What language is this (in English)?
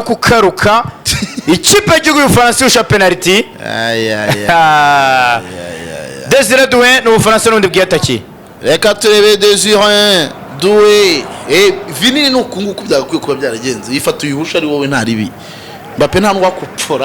Kinyarwanda